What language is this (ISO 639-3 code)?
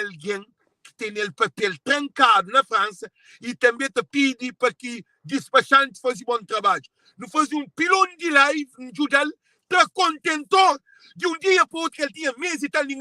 kea